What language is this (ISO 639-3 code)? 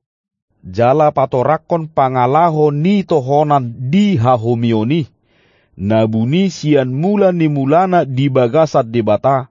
bbc